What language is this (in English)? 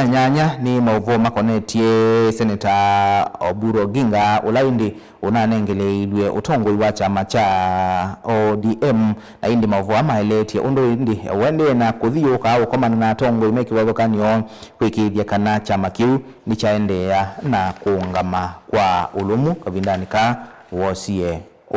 Kamba